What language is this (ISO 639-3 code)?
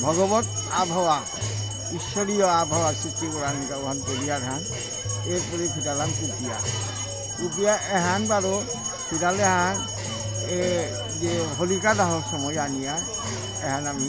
bpy